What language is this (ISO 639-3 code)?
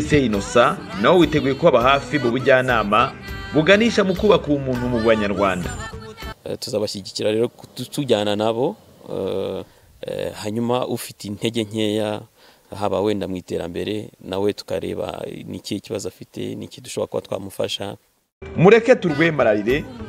kin